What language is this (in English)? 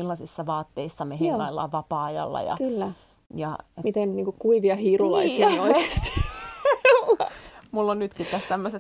Finnish